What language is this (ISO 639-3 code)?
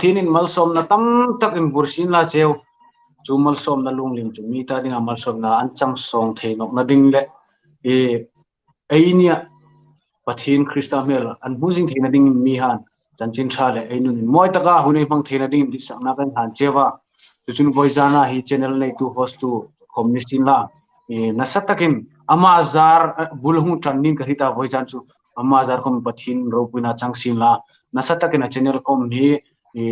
hmr